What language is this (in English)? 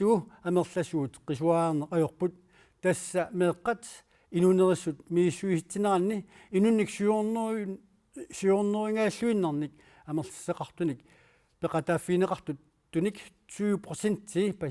Kalaallisut